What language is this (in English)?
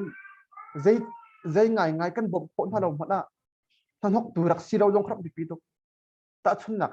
Hakha Chin